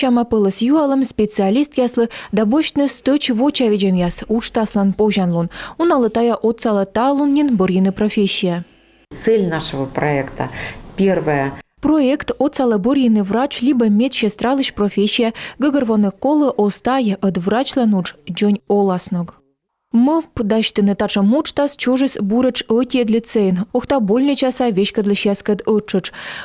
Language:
Komi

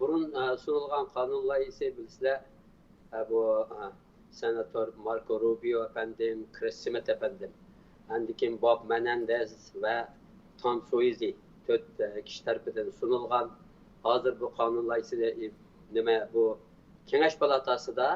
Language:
Uyghur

